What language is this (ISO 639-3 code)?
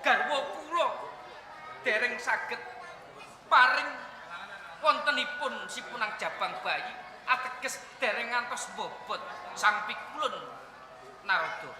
jav